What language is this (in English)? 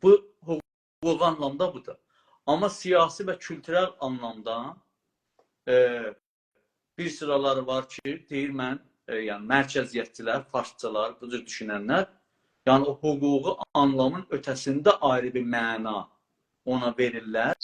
South Azerbaijani